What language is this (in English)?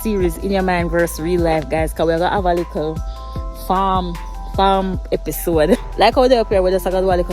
Jamaican Creole English